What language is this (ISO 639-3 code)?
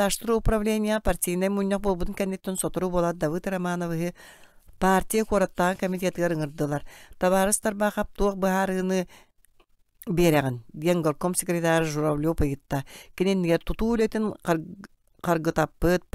sah